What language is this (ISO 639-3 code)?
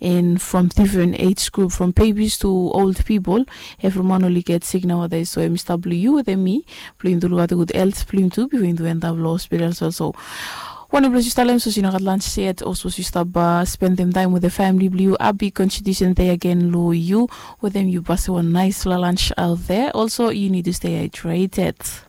bis